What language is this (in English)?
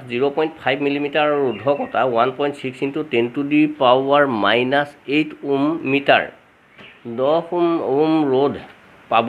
Assamese